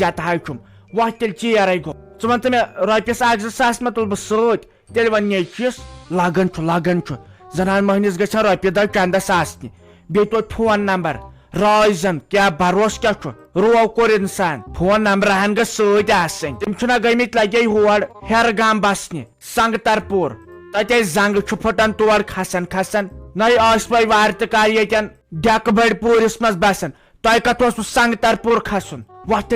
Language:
Kashmiri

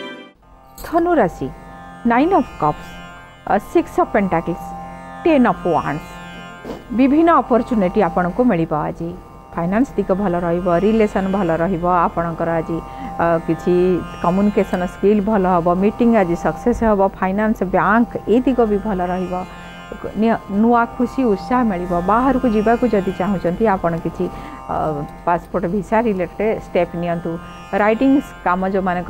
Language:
Odia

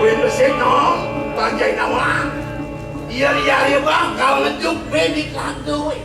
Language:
Balinese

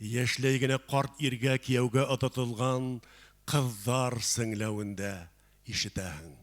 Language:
Bashkir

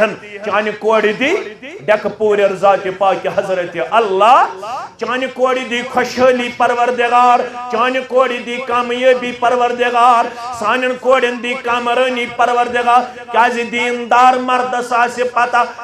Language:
Kashmiri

